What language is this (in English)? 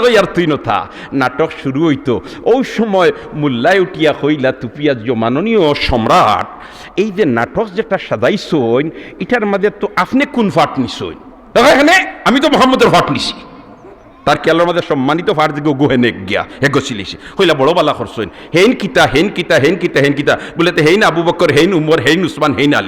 Sylheti